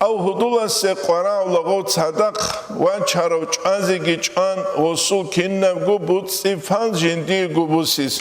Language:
Avaric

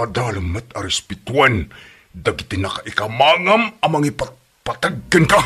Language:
Iloko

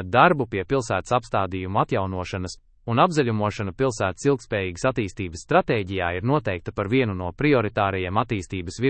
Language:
Latvian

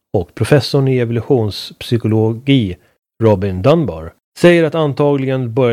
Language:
Swedish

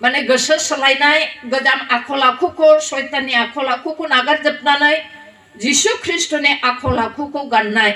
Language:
Bodo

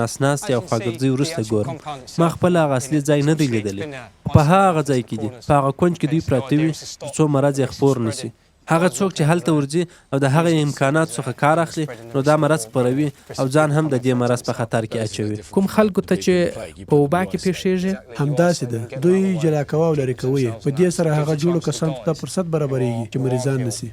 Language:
Pashto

